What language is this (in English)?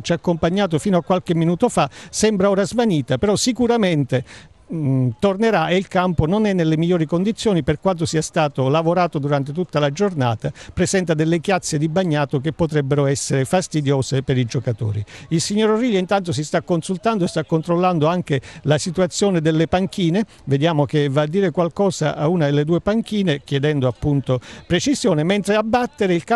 Italian